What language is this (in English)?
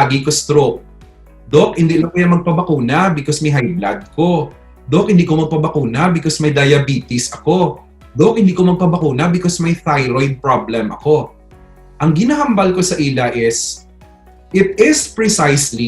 Hiligaynon